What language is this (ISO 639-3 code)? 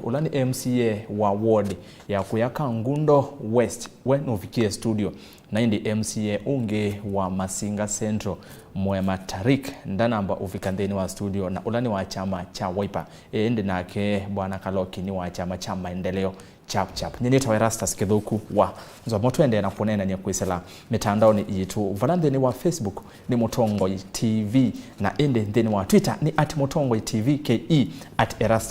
kam